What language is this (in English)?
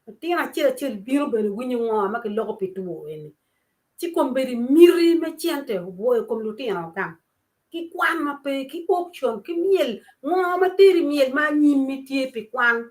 Acoli